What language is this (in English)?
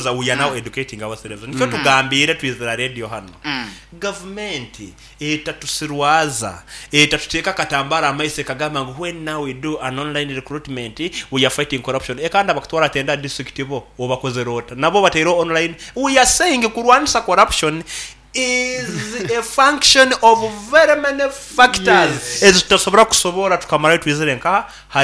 Nyoro